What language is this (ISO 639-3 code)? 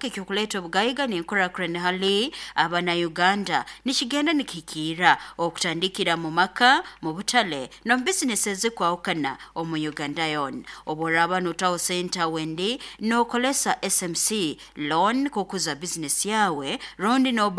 nyo